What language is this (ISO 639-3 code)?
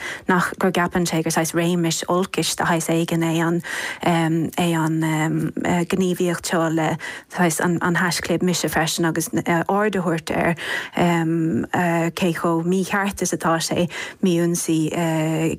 gle